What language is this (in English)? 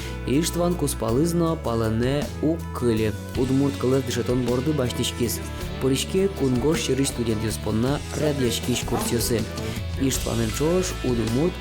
Udmurt